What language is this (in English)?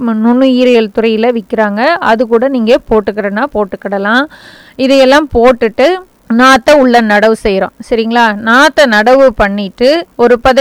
Tamil